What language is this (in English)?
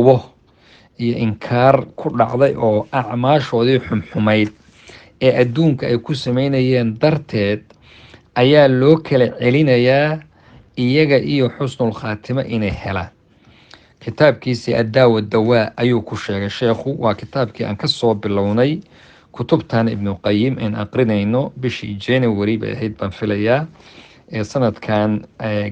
Somali